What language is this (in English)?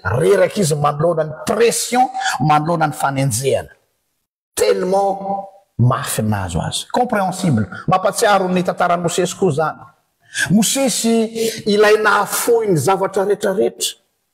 Malagasy